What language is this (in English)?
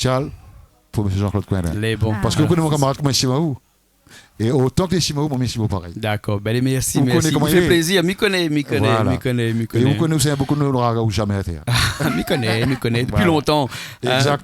Réunion Creole French